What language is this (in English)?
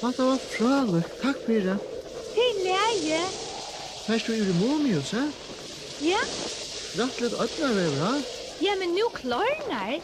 Faroese